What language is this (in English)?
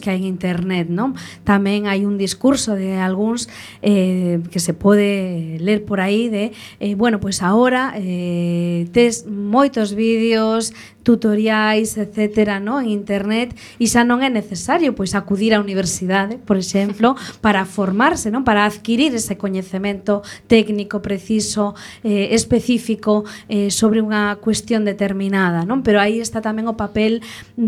Galician